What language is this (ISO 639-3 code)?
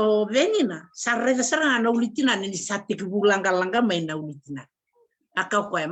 fij